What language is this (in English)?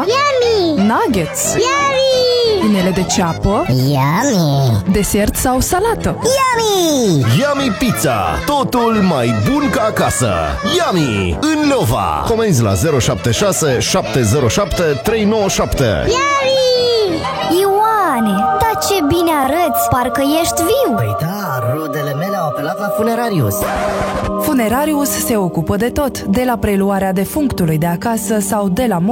Romanian